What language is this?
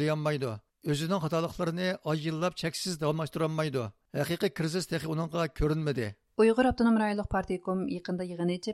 Uyghur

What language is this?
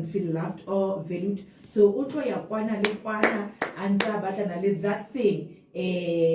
Southern Sotho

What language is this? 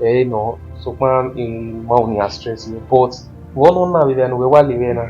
Bini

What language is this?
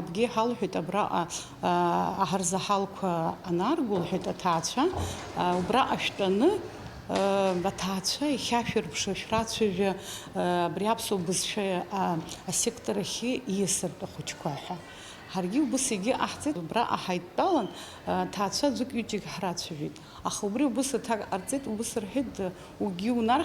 Abkhazian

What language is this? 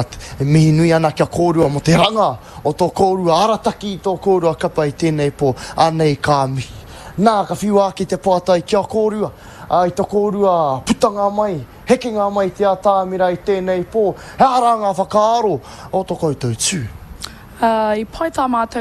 Māori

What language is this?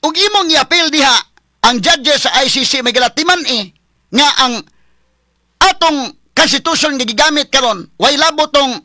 Cebuano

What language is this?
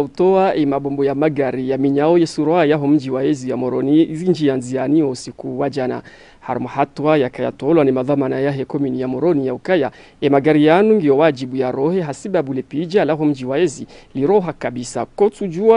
Ngazidja Comorian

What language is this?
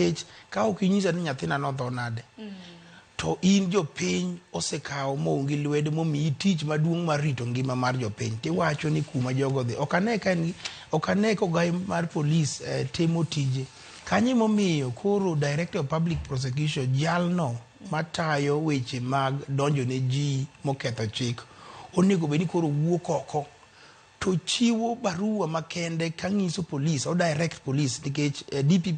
Luo (Kenya and Tanzania)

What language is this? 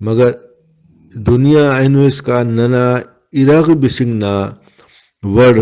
Brahui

